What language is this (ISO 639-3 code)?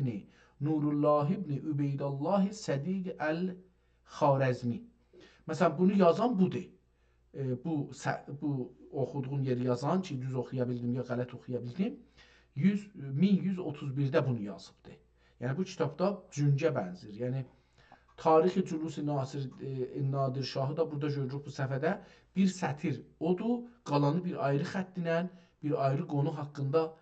azb